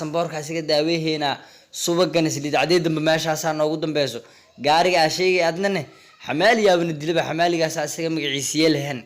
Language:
Somali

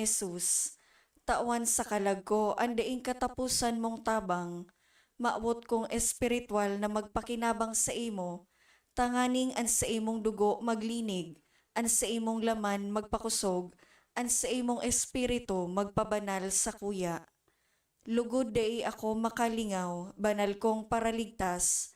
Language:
Bikol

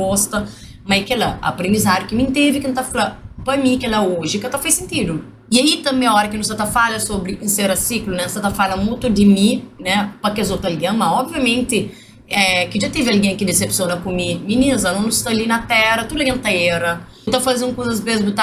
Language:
Kabuverdianu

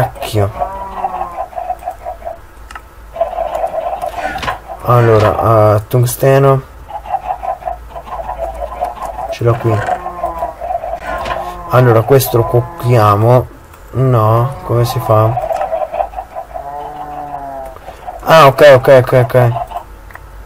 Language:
Italian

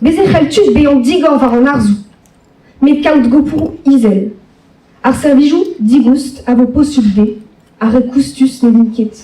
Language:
Breton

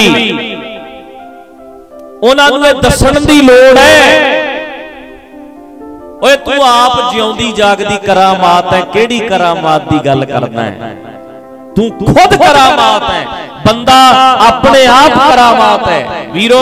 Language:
Punjabi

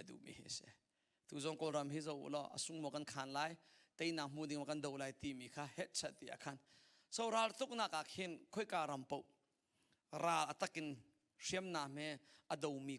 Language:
Hakha Chin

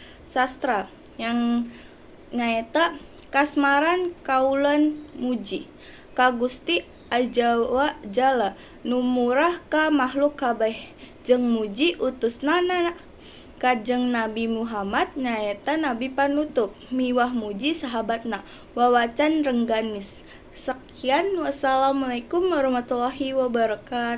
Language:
Sundanese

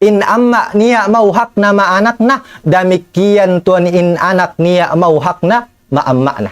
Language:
Tausug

